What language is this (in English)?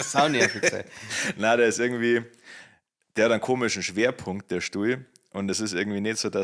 Bavarian